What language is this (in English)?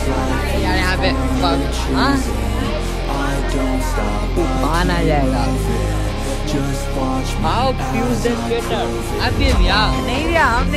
Hindi